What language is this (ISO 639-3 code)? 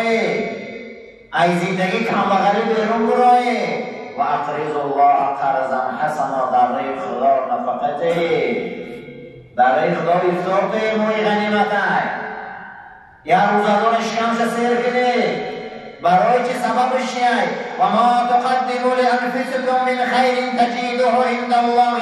fas